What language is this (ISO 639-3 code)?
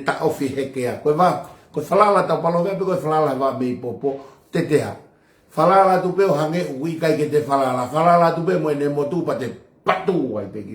ton